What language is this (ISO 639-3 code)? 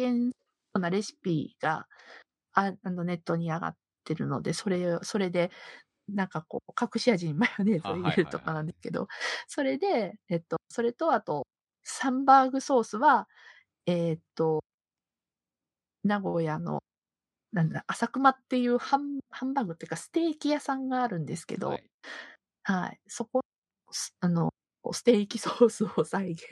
jpn